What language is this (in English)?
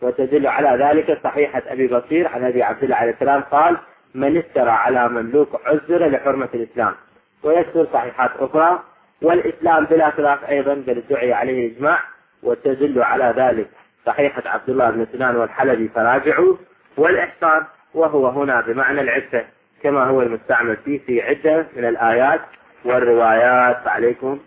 Arabic